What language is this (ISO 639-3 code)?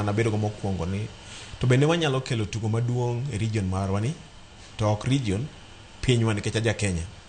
luo